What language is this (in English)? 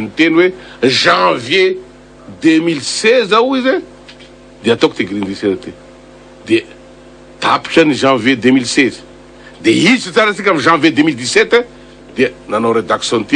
Malagasy